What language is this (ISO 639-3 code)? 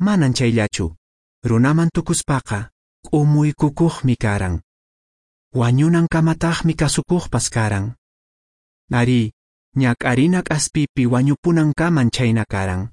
que